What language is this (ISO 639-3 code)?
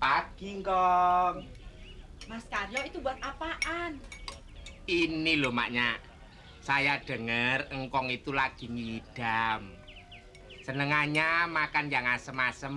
bew